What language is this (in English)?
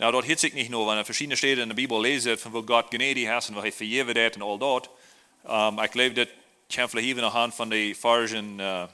Plautdietsch